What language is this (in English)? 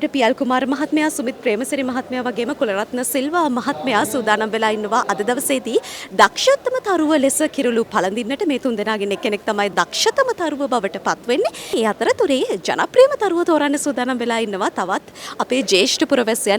Sinhala